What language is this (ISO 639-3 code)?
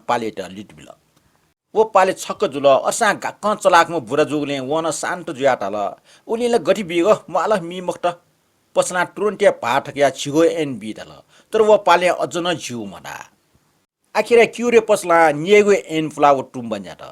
new